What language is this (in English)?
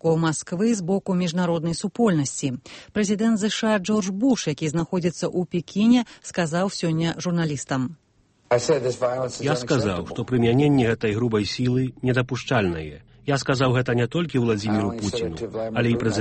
Belarusian